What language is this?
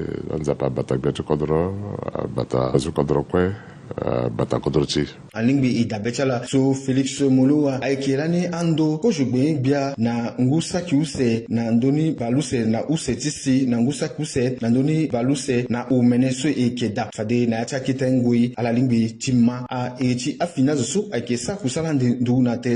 Sango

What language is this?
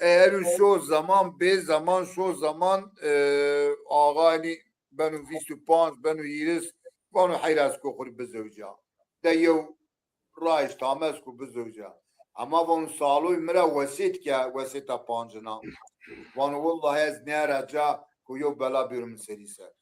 Zaza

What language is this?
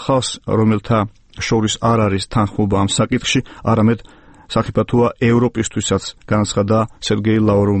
Georgian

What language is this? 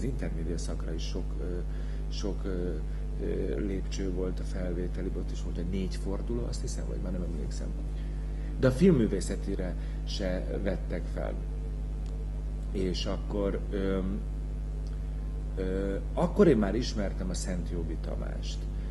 Hungarian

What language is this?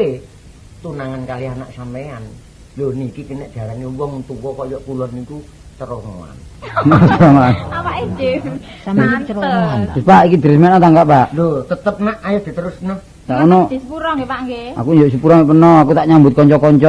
Javanese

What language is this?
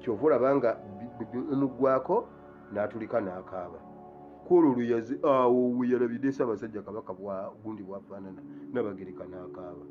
Ganda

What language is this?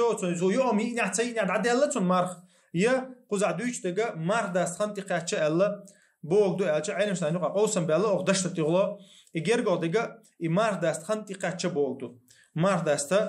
Chechen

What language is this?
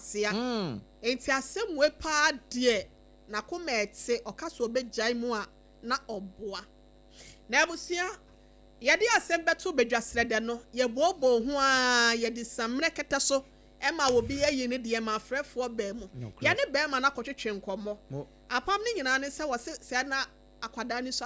Akan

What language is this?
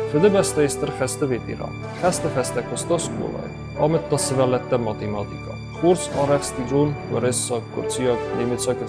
Ossetic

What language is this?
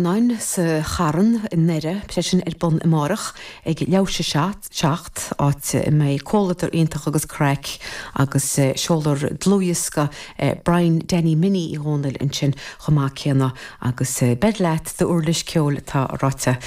Irish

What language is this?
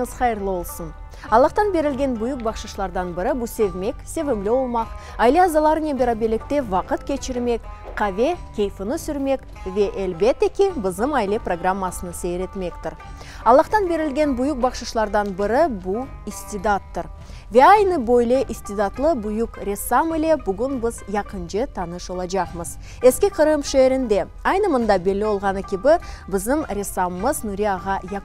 Crimean Tatar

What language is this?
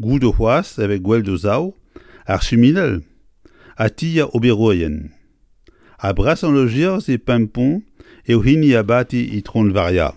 Breton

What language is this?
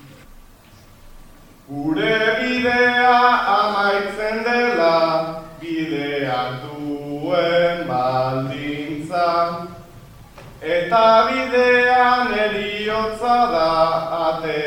Basque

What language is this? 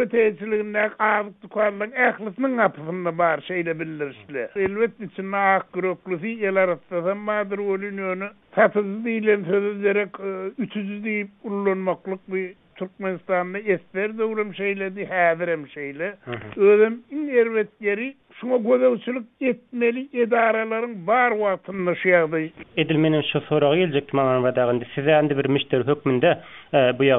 Turkmen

